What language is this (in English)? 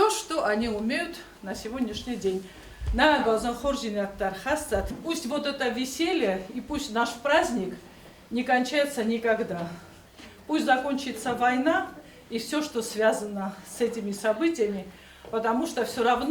Ossetic